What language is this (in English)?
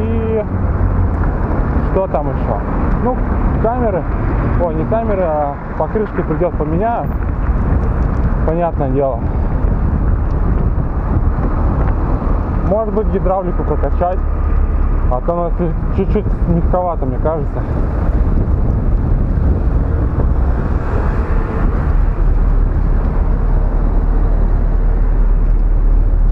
Russian